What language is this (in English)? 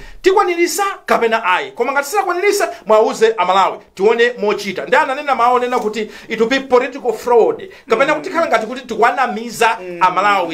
Nyanja